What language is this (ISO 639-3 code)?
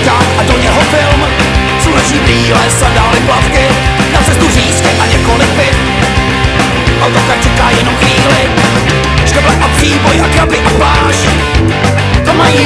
ces